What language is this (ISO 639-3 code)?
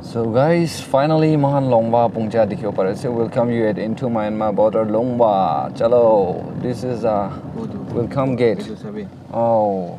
nag